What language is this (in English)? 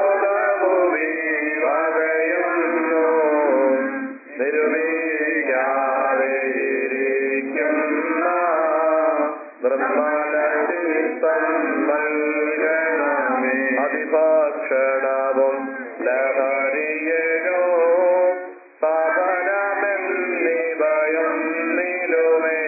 Malayalam